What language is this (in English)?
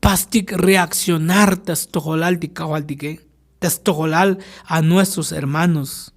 Tzotzil